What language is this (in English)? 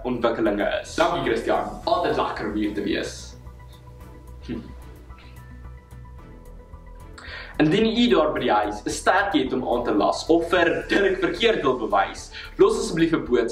Afrikaans